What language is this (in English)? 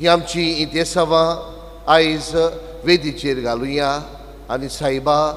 Konkani